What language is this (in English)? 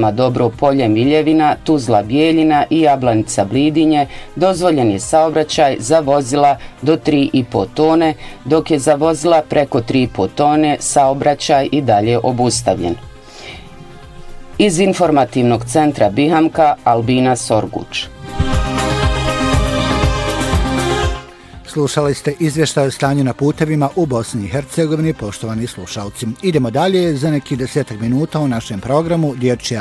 Bosnian